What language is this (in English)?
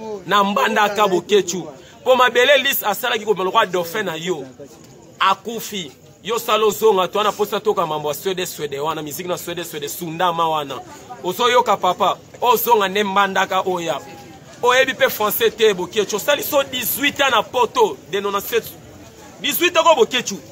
Lingala